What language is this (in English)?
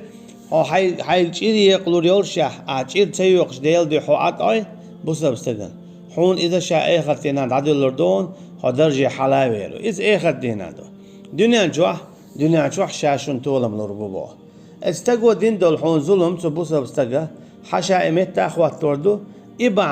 Chechen